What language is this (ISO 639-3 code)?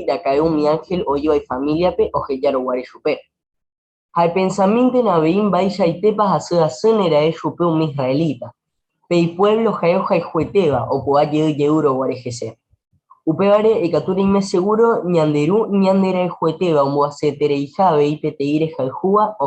grn